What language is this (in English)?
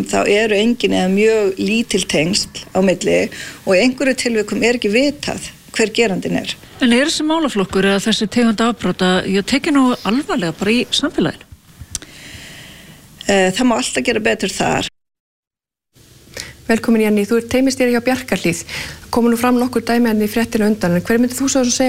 Icelandic